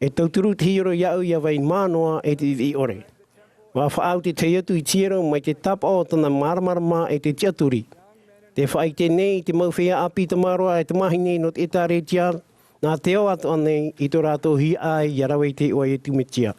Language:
Tahitian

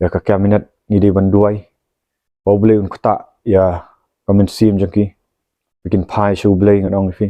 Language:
Khasi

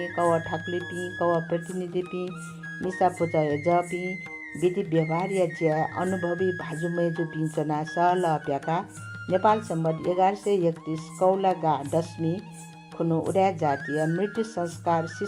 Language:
Newari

